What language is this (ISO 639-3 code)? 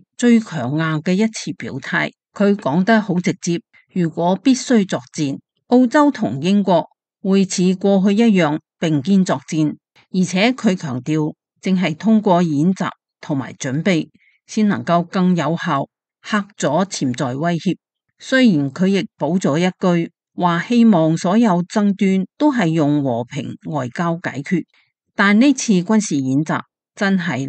yue